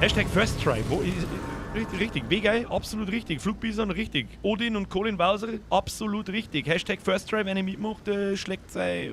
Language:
Bavarian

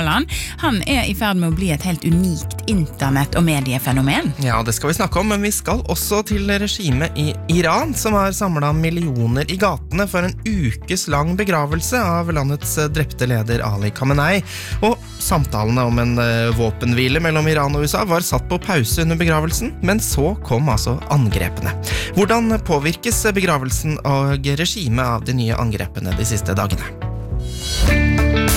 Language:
Norwegian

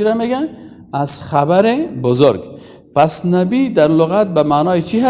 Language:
Persian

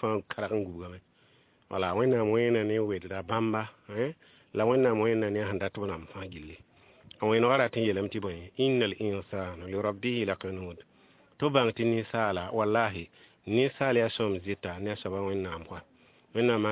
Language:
Mossi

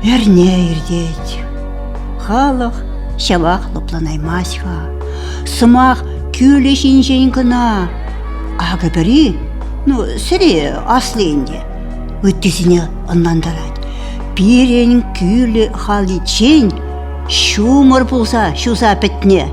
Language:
Chuvash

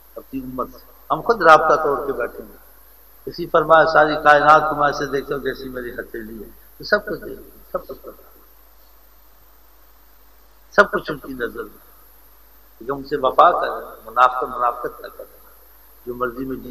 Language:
Urdu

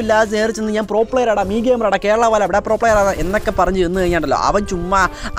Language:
Malayalam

